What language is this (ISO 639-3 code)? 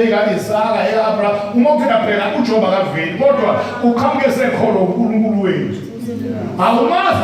zul